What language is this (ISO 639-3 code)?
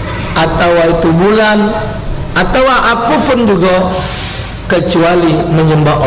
mui